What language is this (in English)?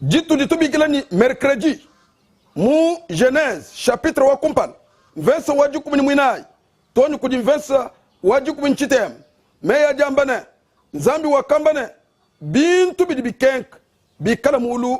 Luba-Lulua